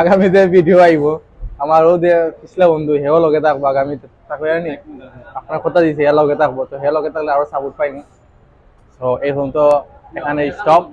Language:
Sylheti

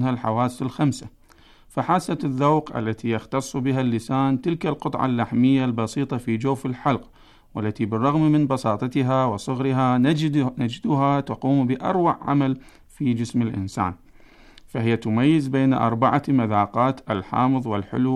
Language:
Arabic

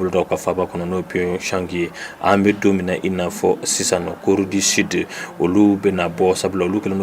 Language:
Bambara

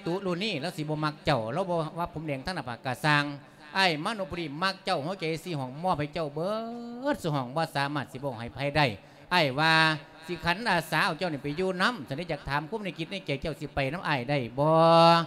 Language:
Lao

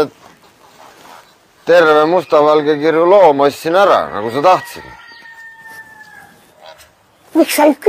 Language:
Estonian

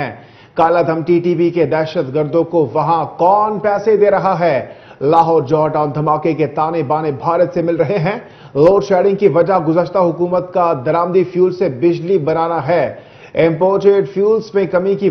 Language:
Urdu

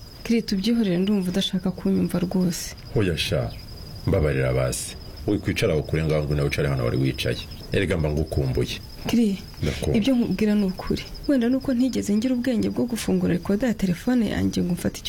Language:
Kinyarwanda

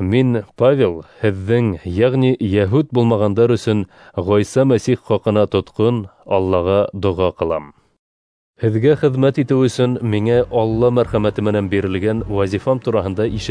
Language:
Bashkir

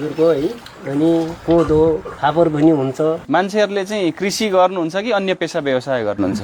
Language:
Nepali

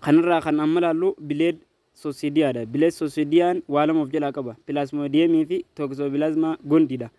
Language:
Oromo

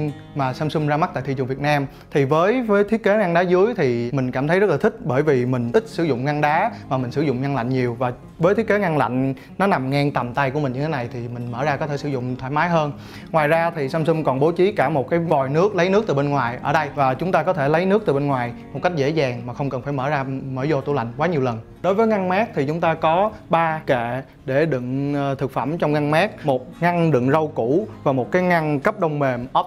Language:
Vietnamese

